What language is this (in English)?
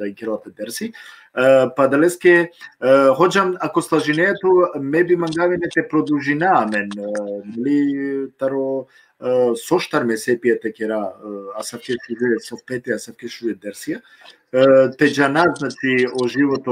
Balkan Romani